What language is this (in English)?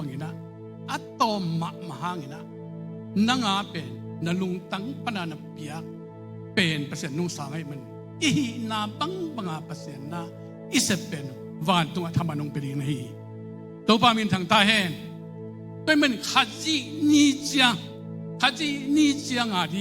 Tedim Chin